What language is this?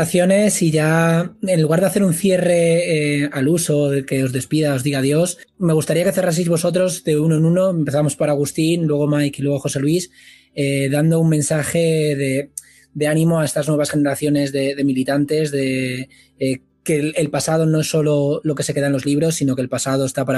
Spanish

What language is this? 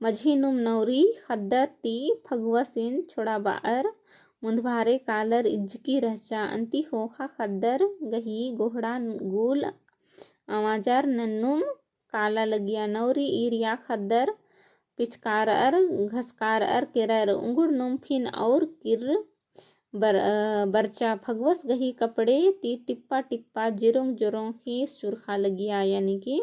Kurukh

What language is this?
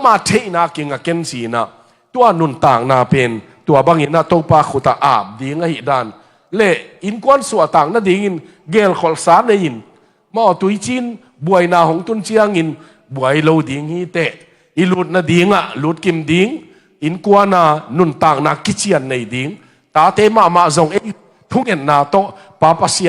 Tedim Chin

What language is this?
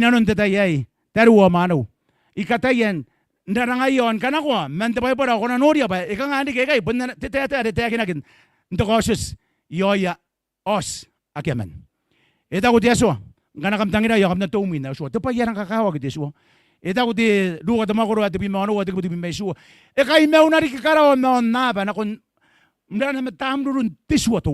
Gilbertese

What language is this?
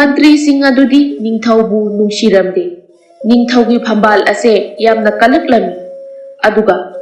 Manipuri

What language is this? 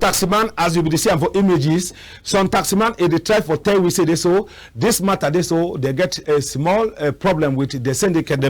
Cameroon Pidgin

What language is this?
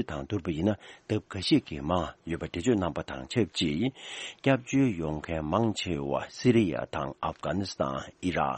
Tibetan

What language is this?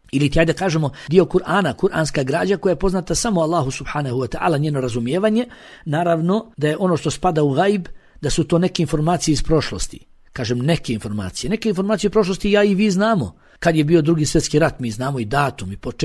Bosnian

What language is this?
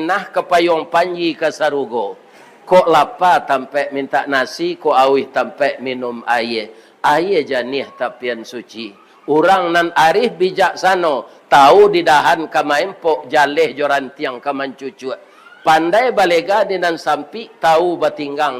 Minangkabau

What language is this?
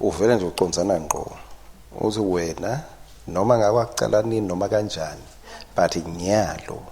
Swati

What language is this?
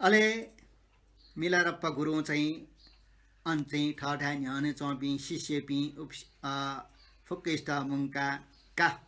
Newari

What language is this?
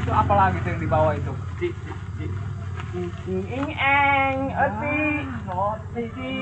Betawi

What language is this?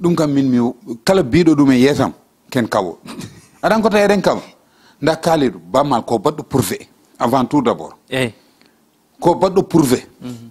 Fula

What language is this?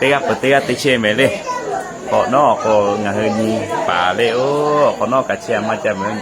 Lahu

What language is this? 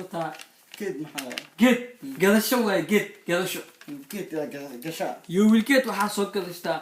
Somali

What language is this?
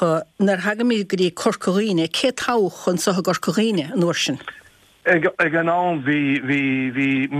Irish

